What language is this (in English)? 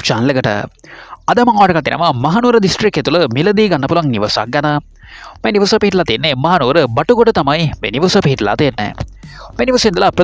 Sinhala